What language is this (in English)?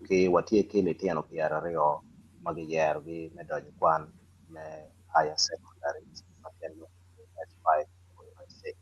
Acoli